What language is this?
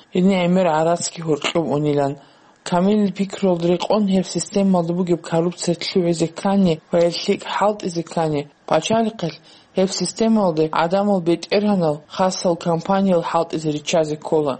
Avaric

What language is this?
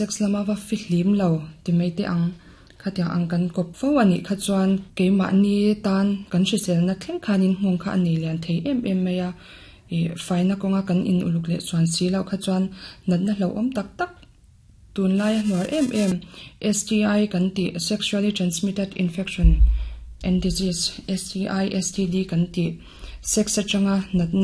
Mizo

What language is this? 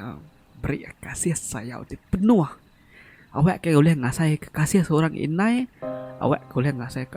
Iban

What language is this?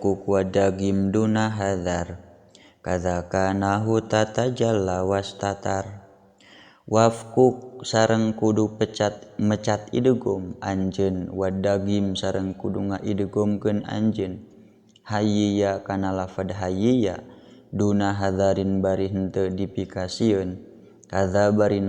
Sundanese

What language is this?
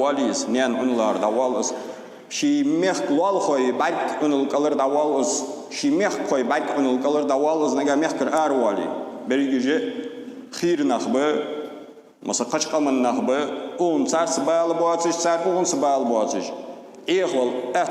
Ingush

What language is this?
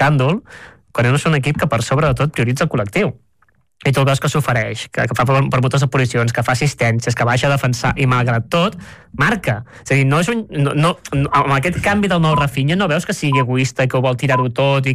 Catalan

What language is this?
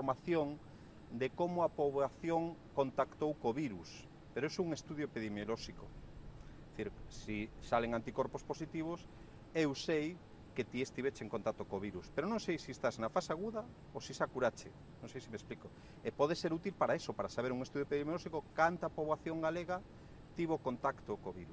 Galician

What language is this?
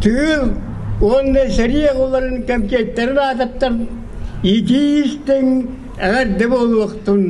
Yakut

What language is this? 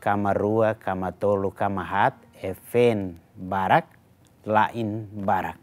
Tetum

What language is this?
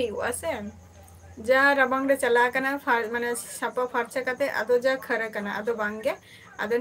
Santali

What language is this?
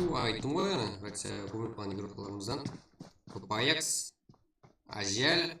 Kara-Kalpak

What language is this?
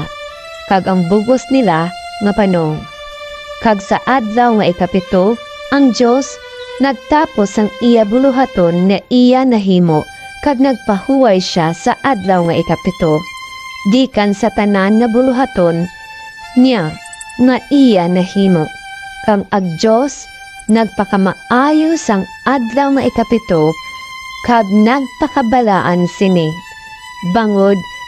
Hiligaynon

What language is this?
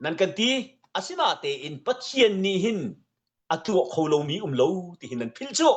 Hakha Chin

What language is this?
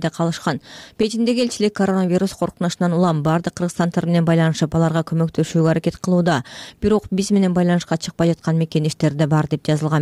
Kyrgyz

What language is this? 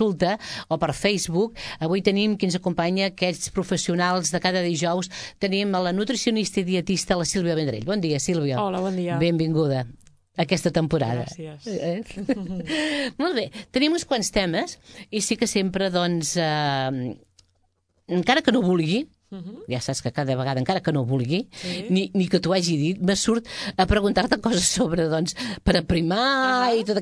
Catalan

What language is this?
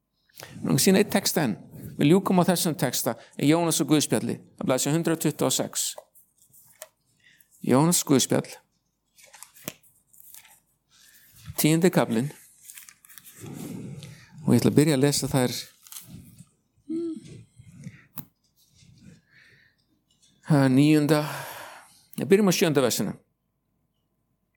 Icelandic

